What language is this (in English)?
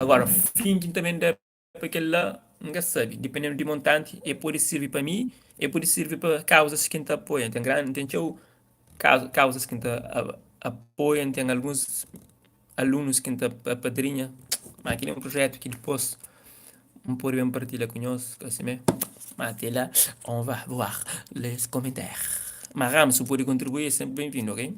Kabuverdianu